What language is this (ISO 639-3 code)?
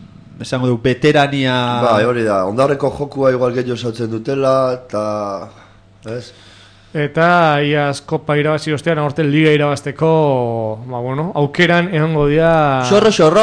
eus